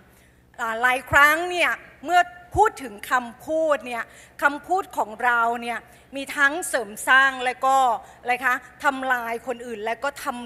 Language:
Thai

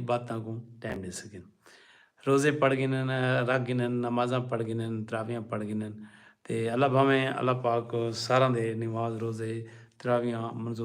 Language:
Saraiki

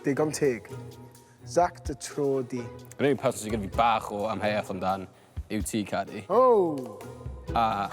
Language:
Welsh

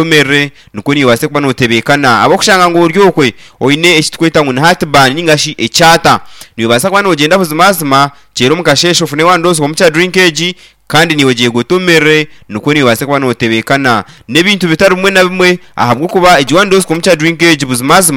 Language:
Nyankole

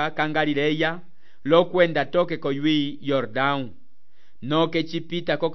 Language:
Umbundu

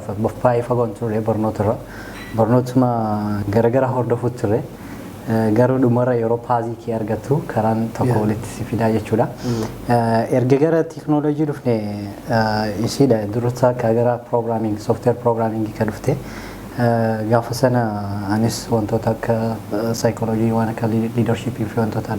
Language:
Oromo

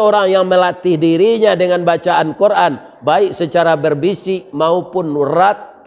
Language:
Minangkabau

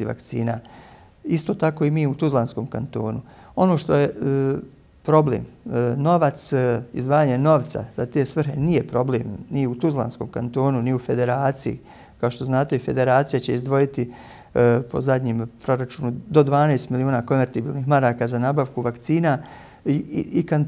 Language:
Bosnian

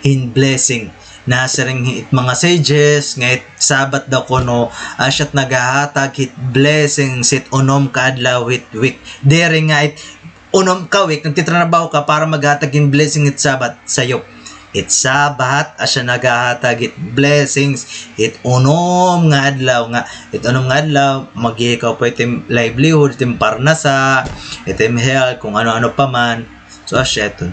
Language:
Waray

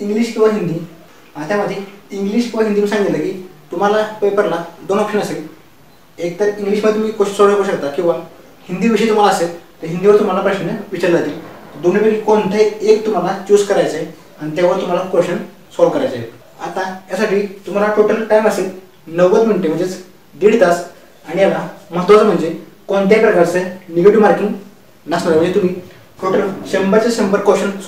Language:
Marathi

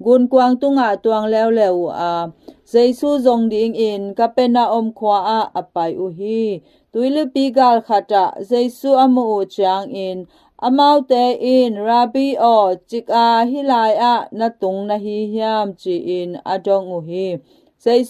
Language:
Tedim Chin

